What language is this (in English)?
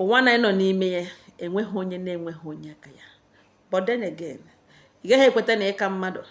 Igbo